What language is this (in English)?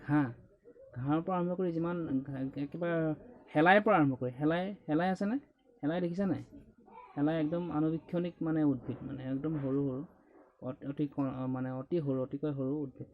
Assamese